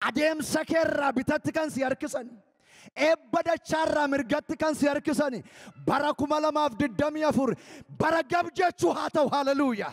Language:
Oromo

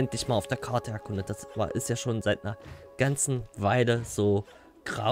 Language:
German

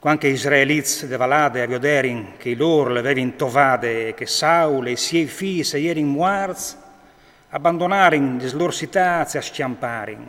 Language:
Friulian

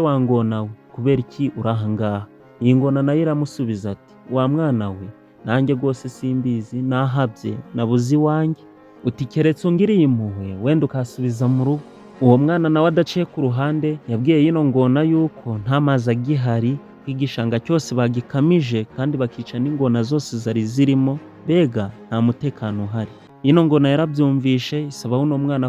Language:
Kinyarwanda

